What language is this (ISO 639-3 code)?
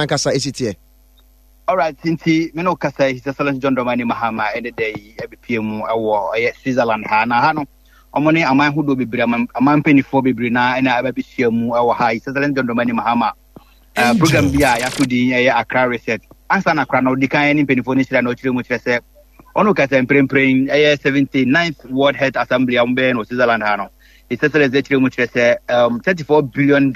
aka